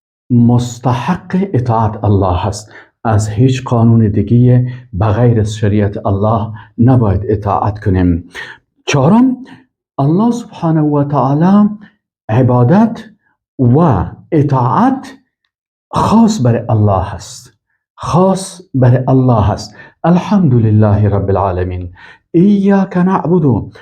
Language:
Persian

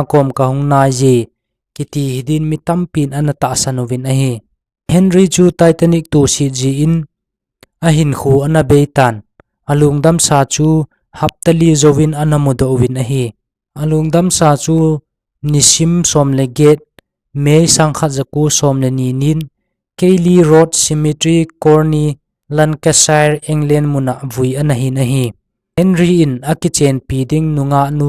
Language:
Thado Chin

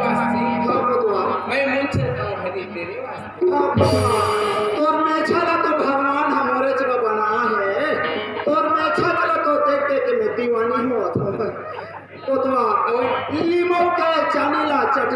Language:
Chhattisgarhi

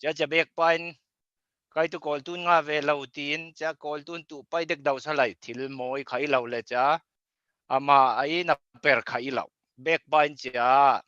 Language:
Falam Chin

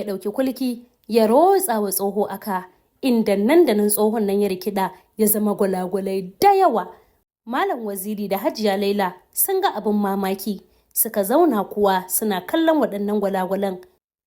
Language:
Hausa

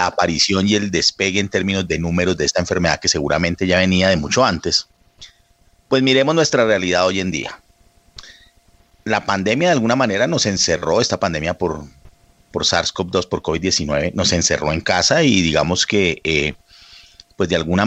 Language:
Spanish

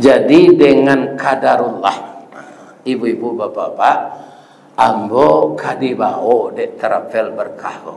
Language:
Minangkabau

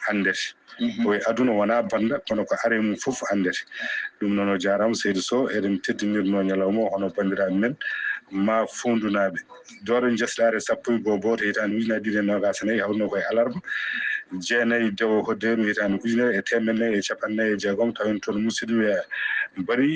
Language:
Fula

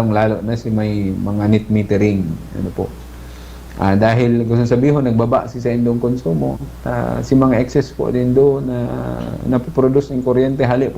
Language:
Bikol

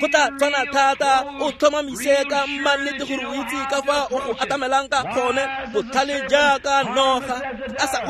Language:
Tswana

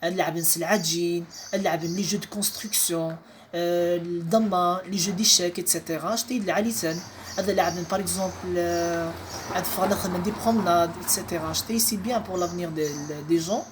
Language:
Kabyle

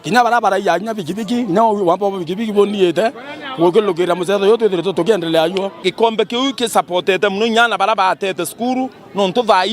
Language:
Meru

